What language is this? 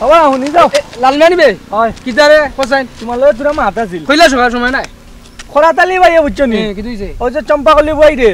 Sylheti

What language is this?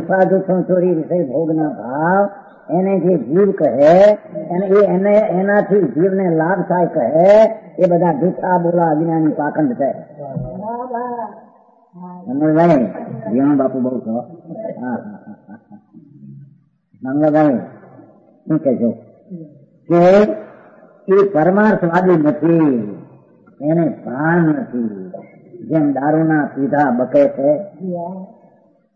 Gujarati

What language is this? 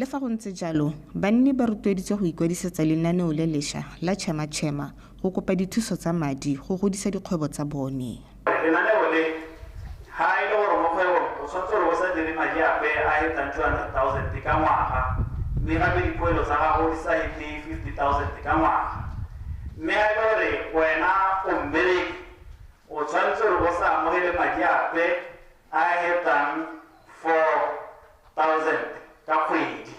Tswana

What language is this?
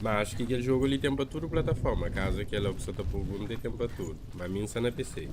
Kabuverdianu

